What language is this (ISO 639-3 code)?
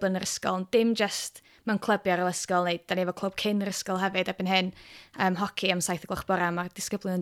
cym